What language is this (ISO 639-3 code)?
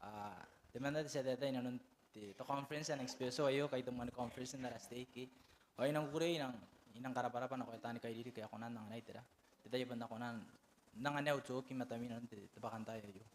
gil